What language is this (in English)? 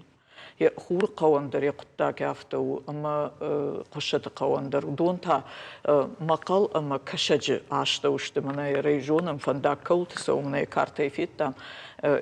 Ossetic